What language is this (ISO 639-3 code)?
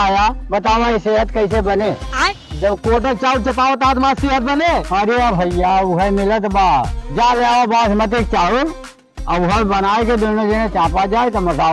awa